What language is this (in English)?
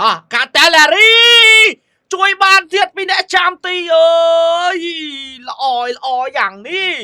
Khmer